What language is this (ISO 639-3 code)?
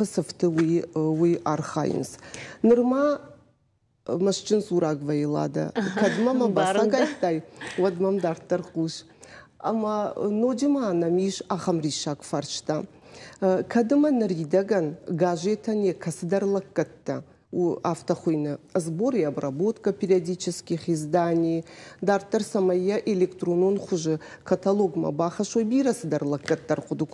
oss